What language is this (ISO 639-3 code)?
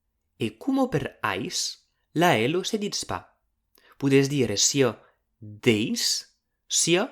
oci